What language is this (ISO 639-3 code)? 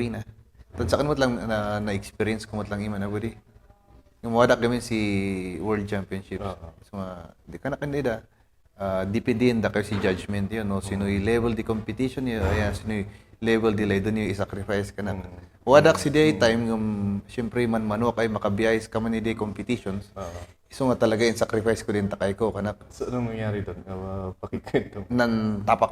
kne